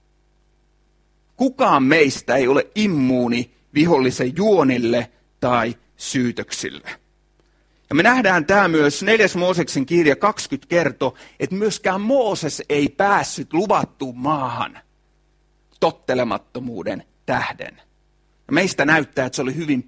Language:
Finnish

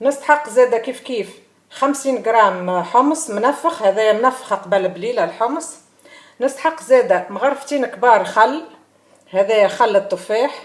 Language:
Tunisian Arabic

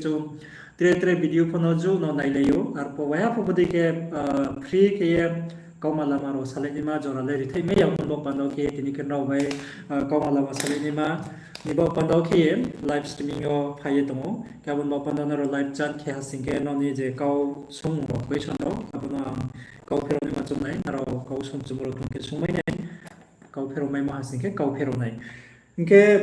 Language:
Riang (India)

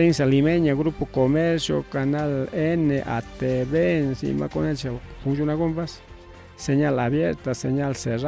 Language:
Ayacucho Quechua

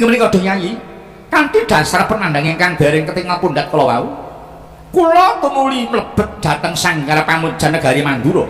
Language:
Javanese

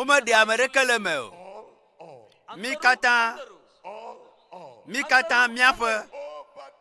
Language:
Ewe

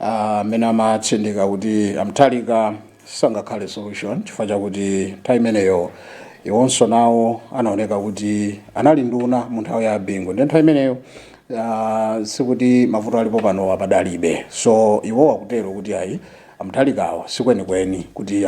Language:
Nyanja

